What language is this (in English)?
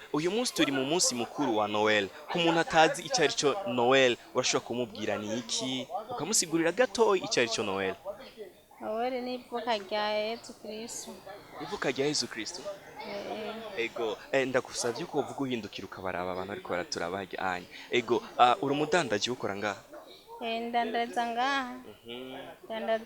Rundi